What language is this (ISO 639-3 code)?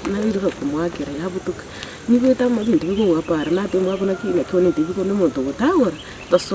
guz